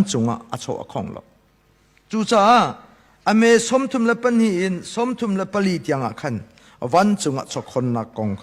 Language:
Hakha Chin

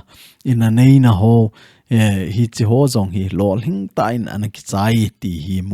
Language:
Thado Chin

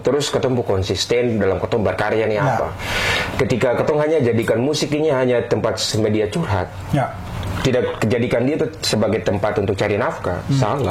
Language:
Ambonese Malay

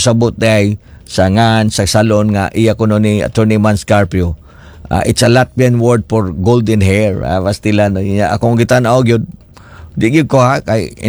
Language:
Cebuano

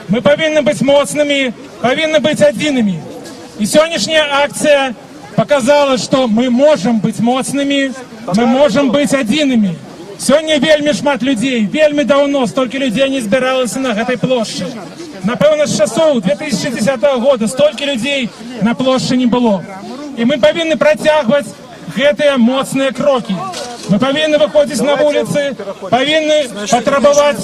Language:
Belarusian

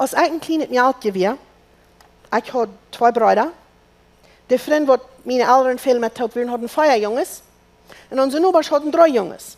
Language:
Plautdietsch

